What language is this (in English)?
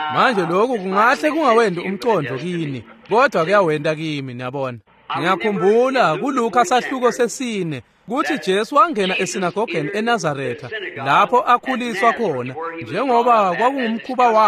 Swati